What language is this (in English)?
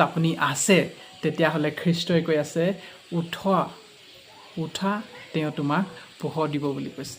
Assamese